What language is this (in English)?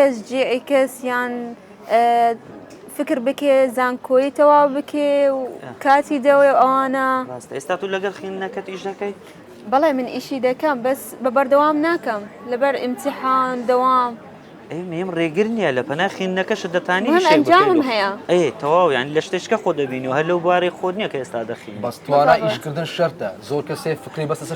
Central Kurdish